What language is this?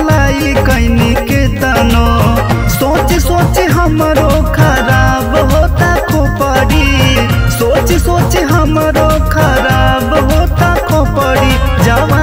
Bhojpuri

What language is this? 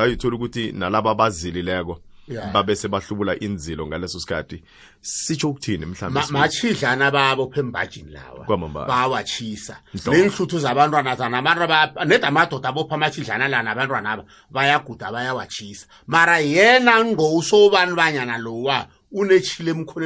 South Ndebele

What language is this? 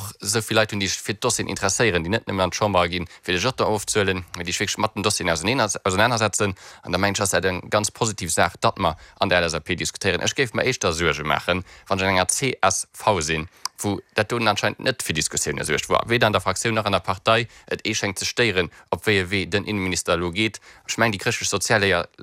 Luxembourgish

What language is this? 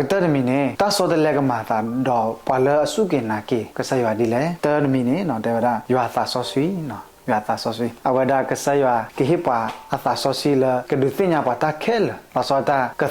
S'gaw Karen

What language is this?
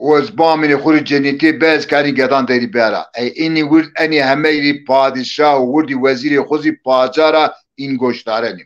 Zaza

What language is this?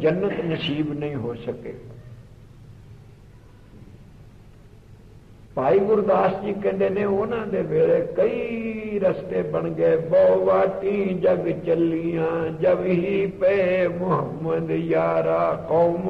Punjabi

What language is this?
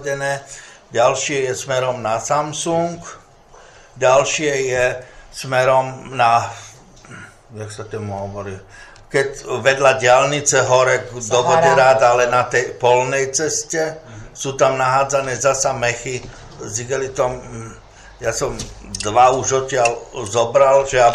Slovak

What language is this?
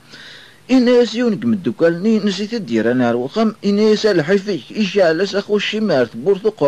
Kabyle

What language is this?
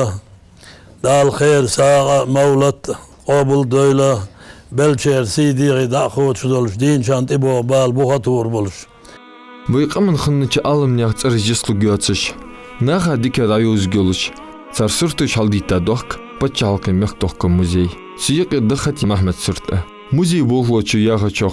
Ingush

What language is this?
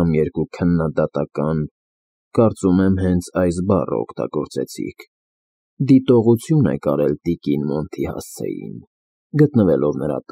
Armenian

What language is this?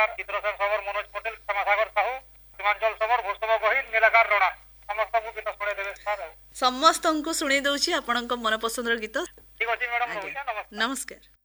Odia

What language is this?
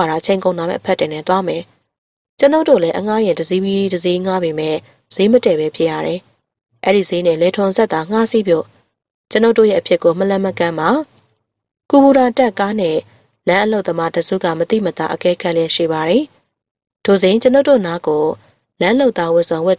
Burmese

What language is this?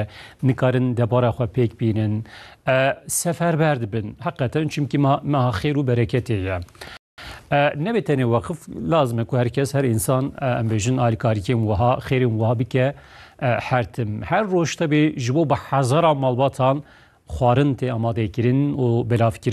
Kurdish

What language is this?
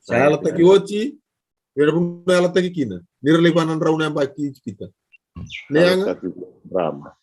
Fijian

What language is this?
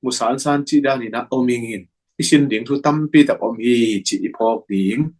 Tedim Chin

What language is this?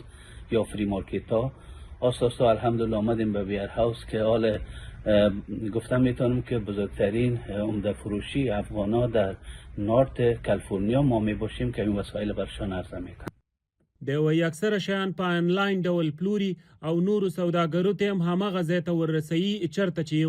Pashto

